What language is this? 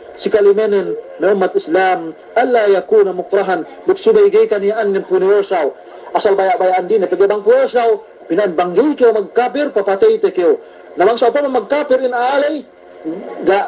Yakan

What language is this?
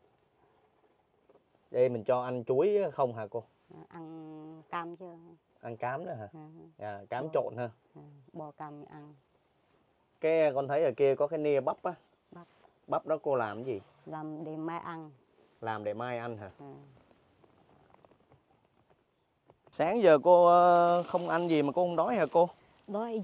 Vietnamese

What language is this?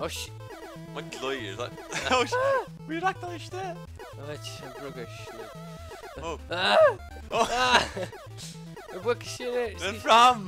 Faroese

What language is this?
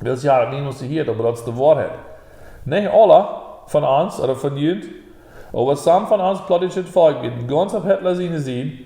Plautdietsch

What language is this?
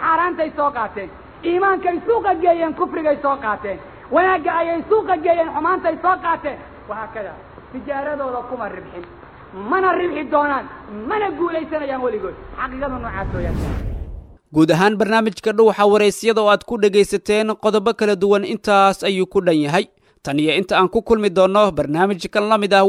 Somali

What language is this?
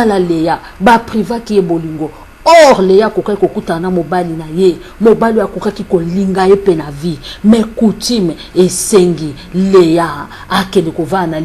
Lingala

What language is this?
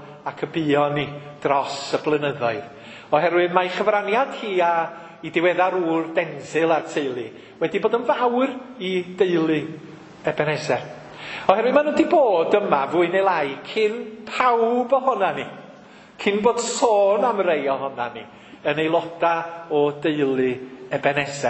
Welsh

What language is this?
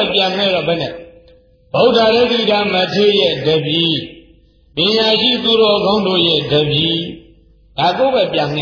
Burmese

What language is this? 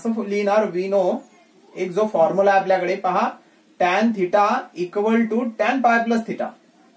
Marathi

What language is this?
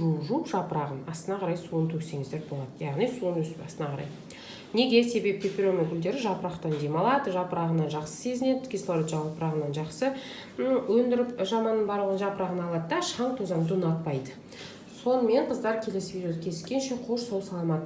Kazakh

